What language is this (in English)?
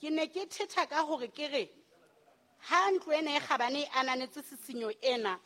Southern Sotho